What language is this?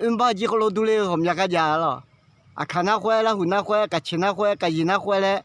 Akha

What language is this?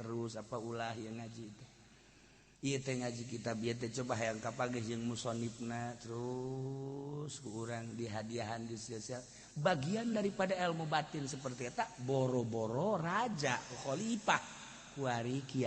Sundanese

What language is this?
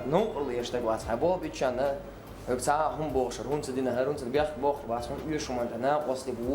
Chechen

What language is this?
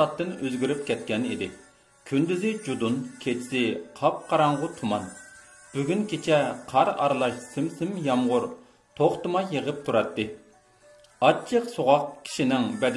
Uyghur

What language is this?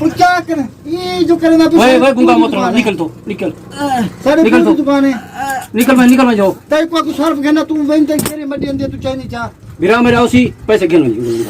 Saraiki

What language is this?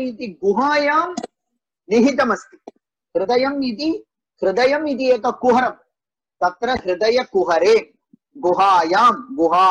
Sanskrit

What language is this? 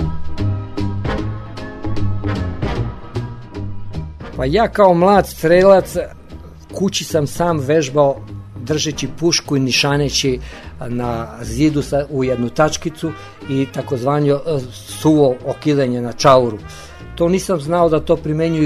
Serbian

